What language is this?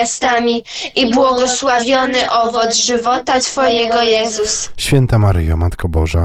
Polish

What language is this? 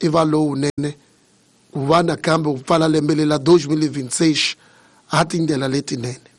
Tsonga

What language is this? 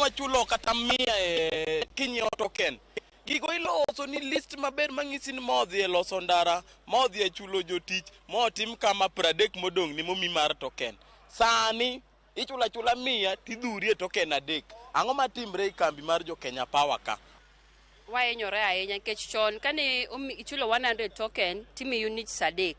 Luo (Kenya and Tanzania)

